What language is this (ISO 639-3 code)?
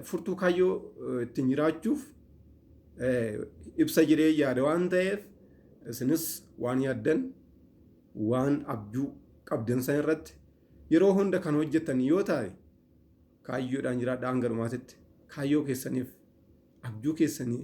orm